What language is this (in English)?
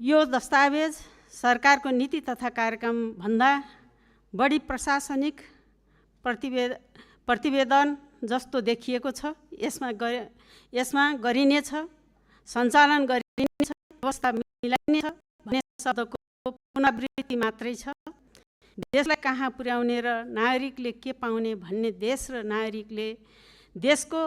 Nepali